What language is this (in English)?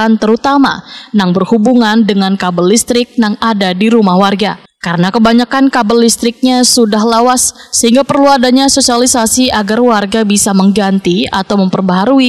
Banjar